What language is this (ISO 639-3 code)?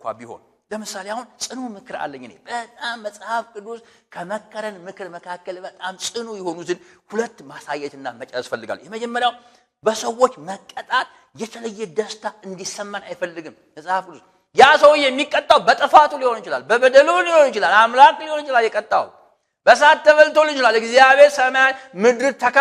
amh